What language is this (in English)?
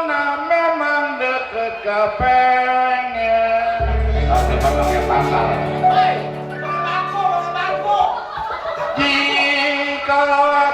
Betawi